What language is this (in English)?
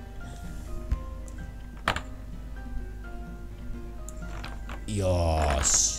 Japanese